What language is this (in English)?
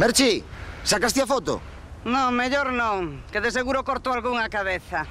Galician